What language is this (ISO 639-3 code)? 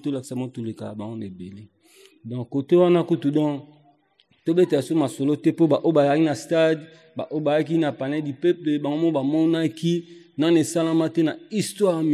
lin